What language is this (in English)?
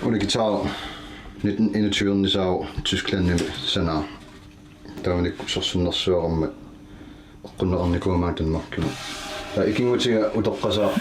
Kalaallisut